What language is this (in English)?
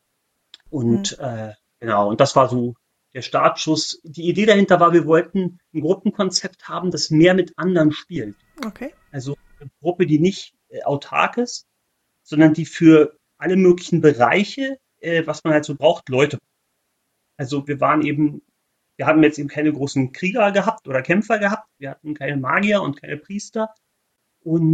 German